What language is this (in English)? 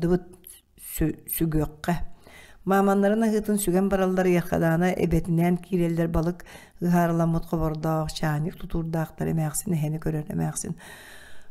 Yakut